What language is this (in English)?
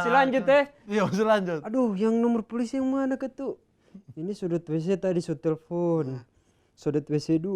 Manado Malay